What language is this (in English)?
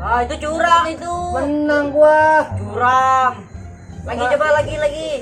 Betawi